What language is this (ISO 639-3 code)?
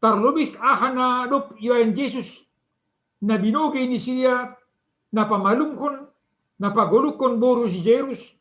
bts